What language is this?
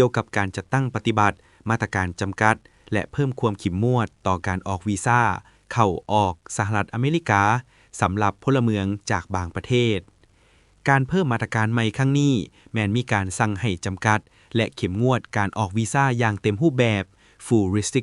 Lao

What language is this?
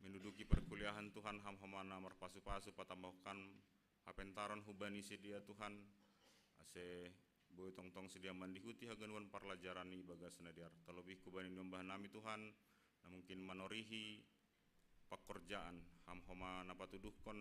Batak Simalungun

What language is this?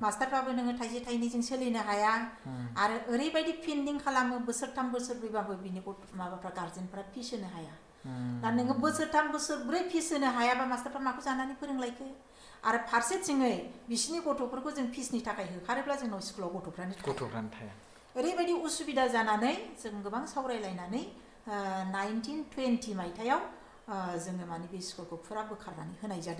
Bodo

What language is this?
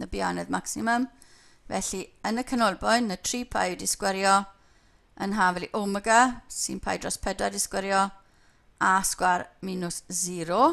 Welsh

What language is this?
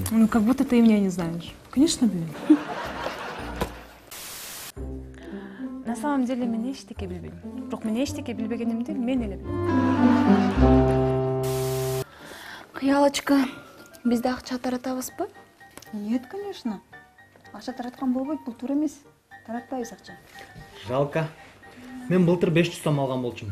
Kyrgyz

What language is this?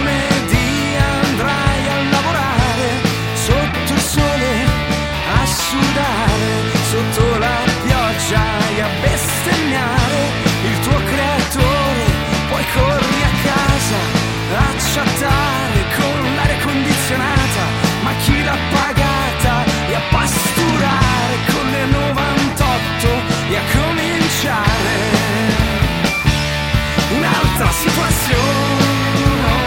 Italian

